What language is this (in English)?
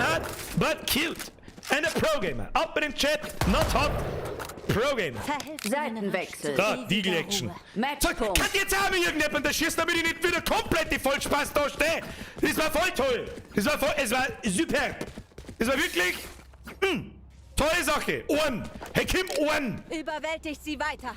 Bavarian